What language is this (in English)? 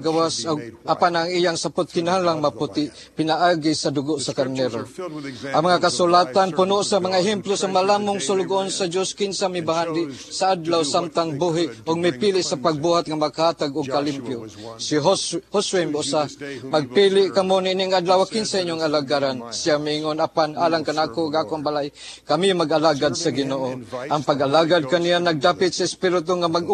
Cebuano